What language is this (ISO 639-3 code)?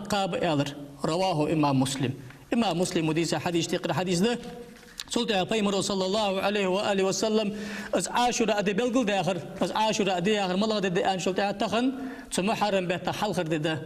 inh